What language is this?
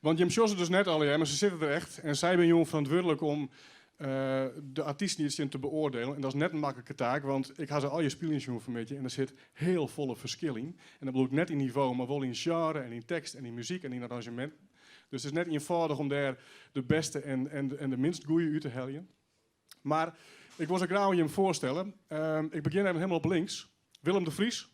Western Frisian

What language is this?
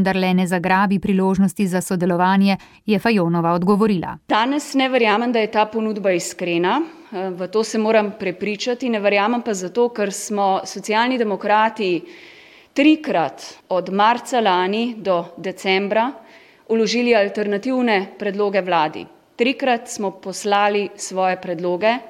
Slovenian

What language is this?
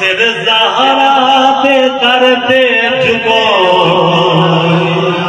Saraiki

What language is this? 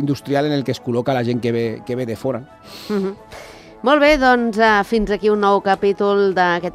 Catalan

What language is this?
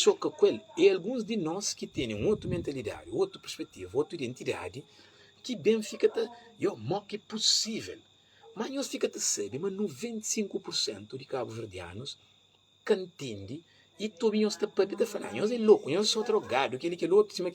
Kabuverdianu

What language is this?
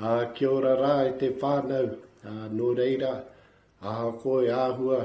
Māori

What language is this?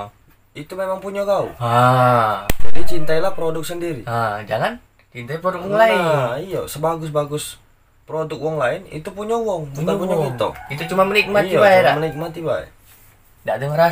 Musi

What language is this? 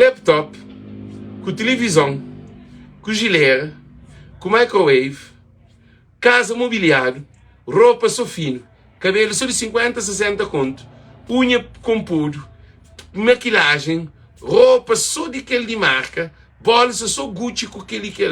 Kabuverdianu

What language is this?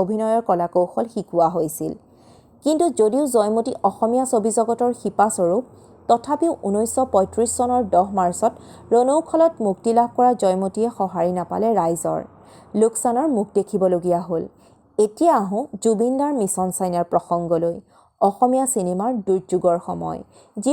Assamese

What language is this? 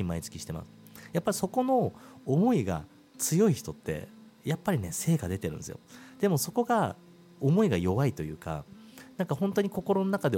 Japanese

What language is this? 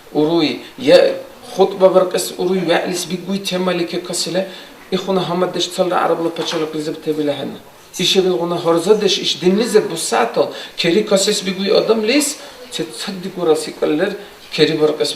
Dargwa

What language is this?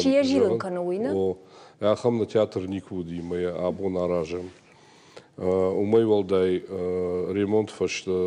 Ossetic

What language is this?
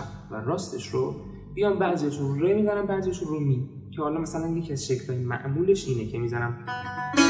Persian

